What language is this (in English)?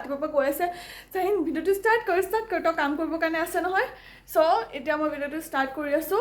Assamese